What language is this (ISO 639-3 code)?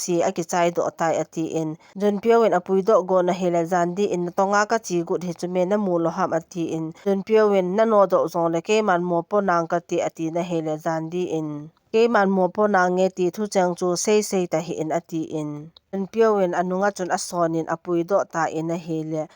tcz